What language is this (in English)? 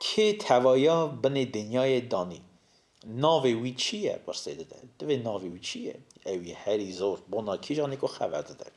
Kurdish